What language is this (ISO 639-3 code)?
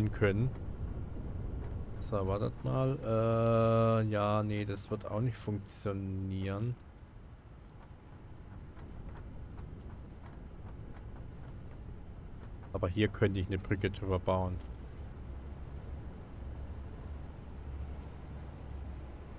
deu